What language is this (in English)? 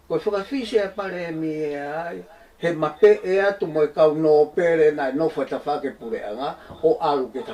Tongan